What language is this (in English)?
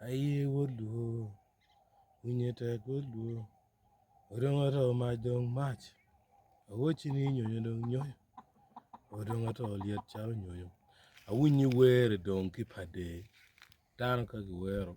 Acoli